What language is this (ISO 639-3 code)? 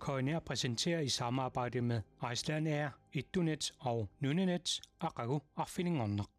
kal